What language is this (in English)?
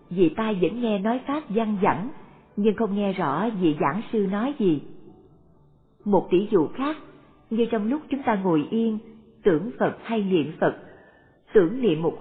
Vietnamese